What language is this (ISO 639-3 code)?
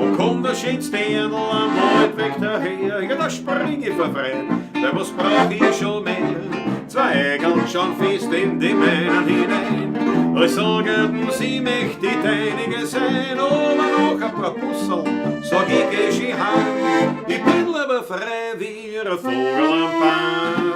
bar